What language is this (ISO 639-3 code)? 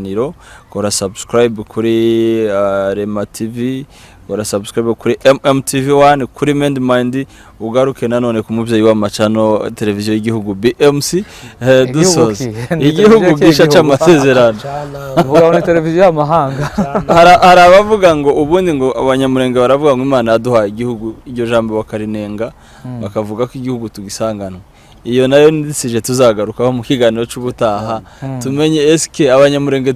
kin